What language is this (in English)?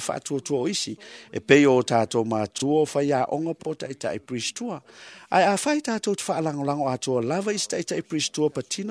Samoan